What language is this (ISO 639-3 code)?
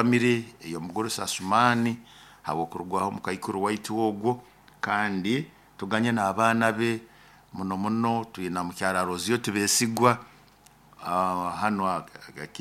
nyo